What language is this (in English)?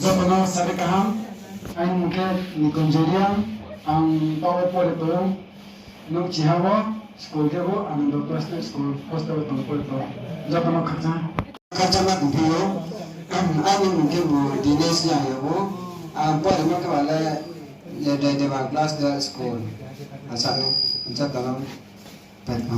Riang (India)